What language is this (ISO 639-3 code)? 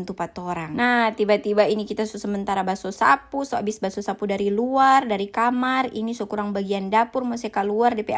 xmm